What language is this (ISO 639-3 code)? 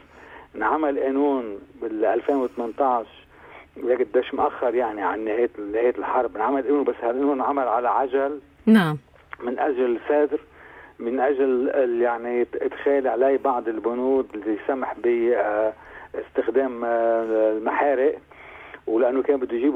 apc